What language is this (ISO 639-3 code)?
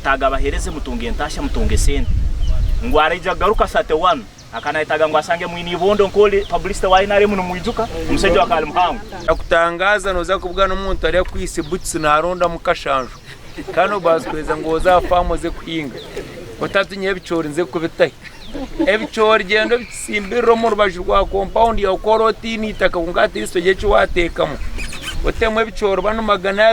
nyn